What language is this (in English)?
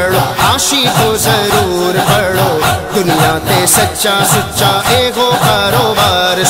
Urdu